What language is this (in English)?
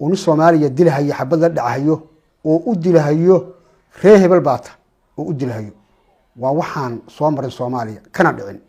Somali